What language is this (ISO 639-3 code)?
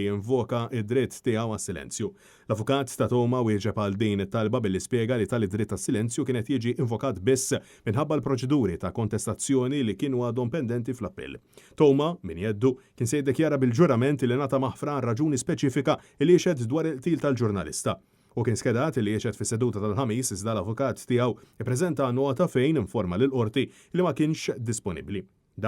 mlt